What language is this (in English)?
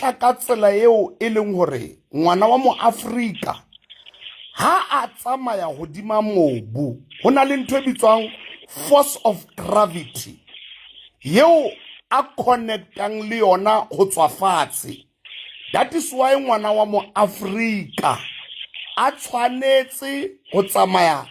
Southern Sotho